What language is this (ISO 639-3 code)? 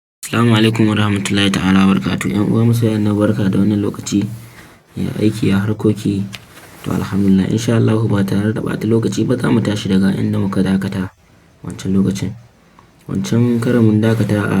hau